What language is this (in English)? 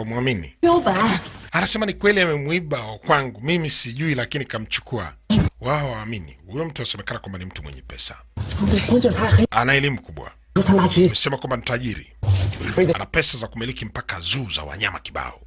Swahili